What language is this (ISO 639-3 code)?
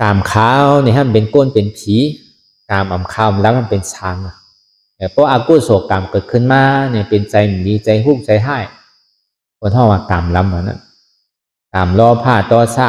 shn